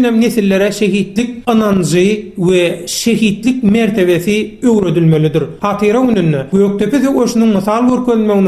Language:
Turkmen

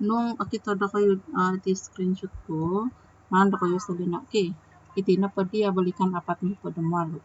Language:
Central Dusun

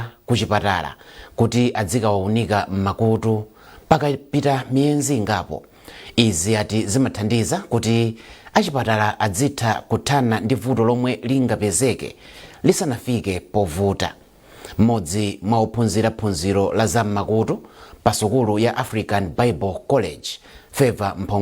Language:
Nyanja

